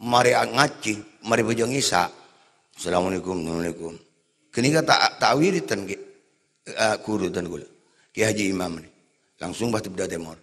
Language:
Madurese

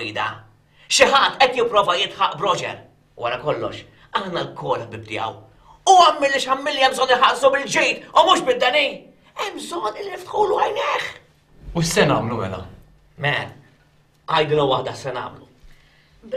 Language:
Maltese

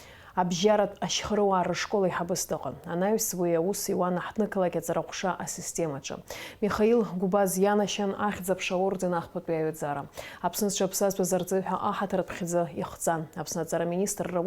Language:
Abkhazian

